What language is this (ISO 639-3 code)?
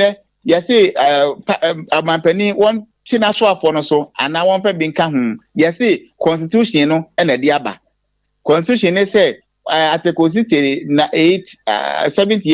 aka